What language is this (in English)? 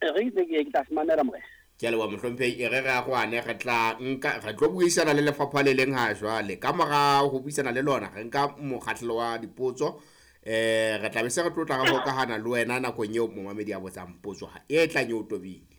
Southern Sotho